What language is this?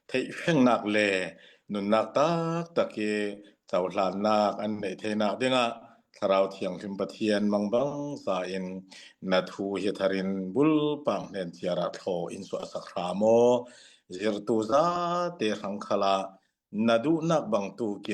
Falam Chin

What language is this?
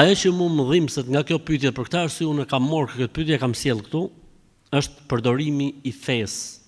Albanian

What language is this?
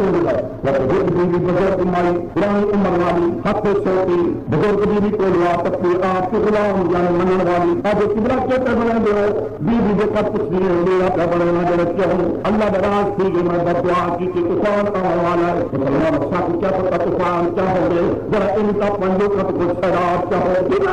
Saraiki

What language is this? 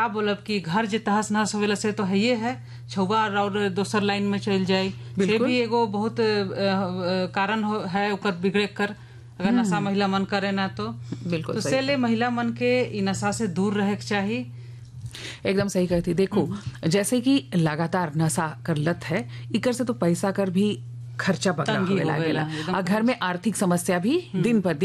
Sadri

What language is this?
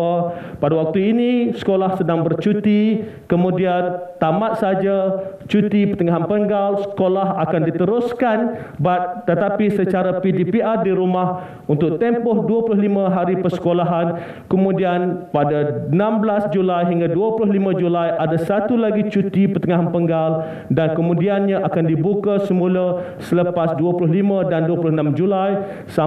Malay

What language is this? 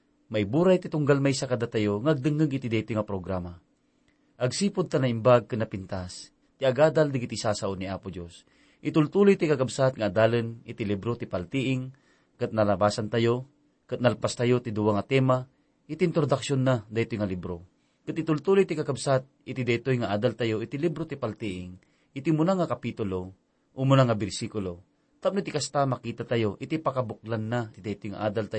Iloko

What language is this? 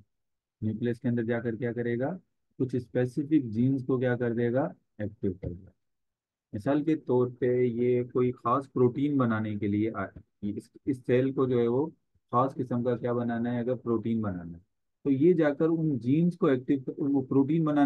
Hindi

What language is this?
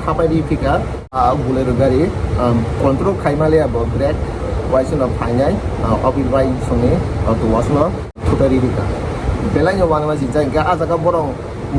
Kok Borok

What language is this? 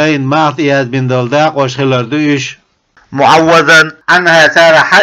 Chechen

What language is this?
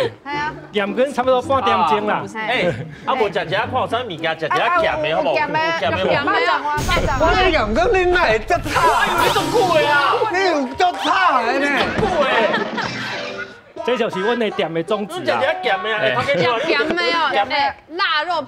Min Nan Chinese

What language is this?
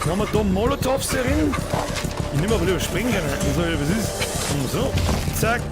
Bavarian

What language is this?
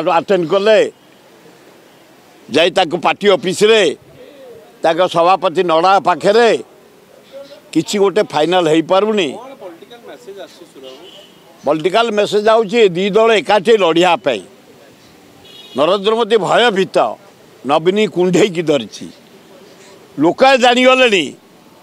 Odia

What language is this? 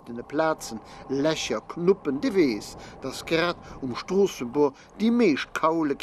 Luxembourgish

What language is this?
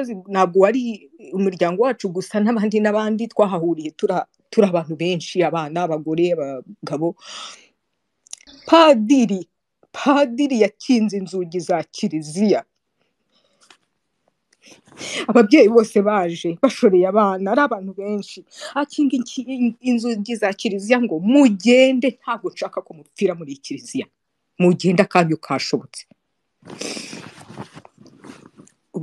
Kinyarwanda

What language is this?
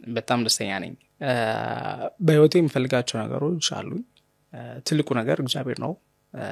Amharic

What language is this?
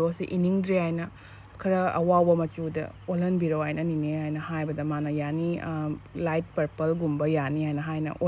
Manipuri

